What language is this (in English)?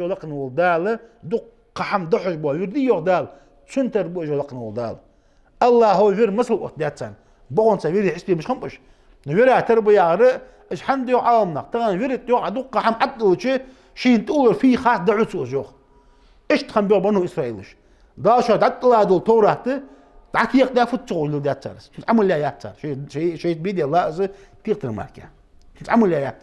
Ingush